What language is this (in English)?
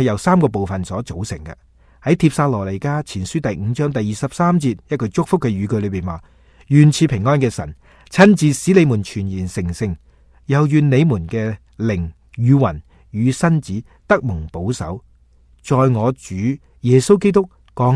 Cantonese